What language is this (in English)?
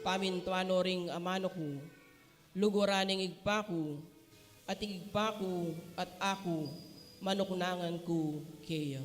Pampanga